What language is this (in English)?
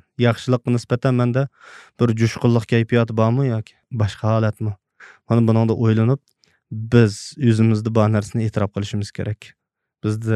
Uyghur